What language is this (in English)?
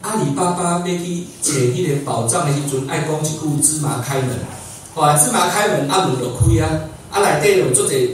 Min Nan Chinese